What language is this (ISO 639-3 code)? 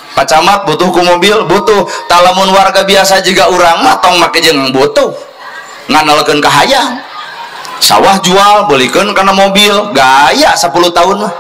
sun